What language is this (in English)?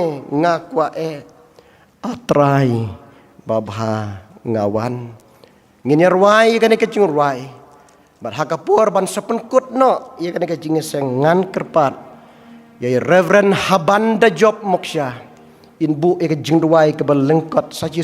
Khasi